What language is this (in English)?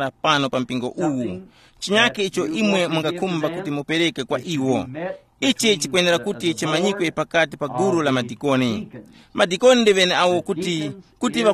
Tumbuka